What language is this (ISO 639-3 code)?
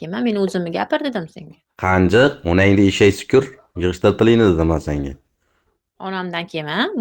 uzb